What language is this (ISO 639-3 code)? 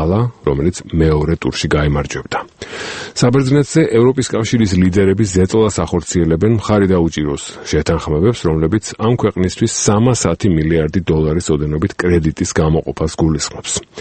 kat